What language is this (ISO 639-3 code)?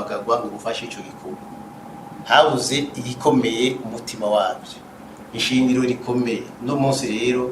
run